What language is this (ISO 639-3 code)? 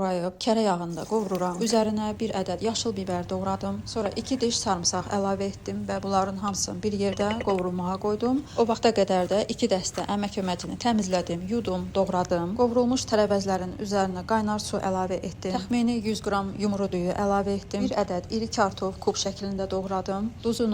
aze